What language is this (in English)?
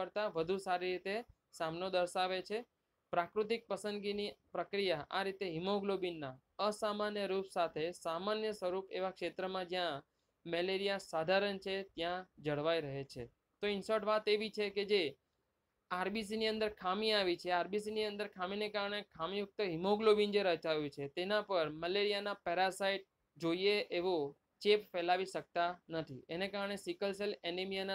Gujarati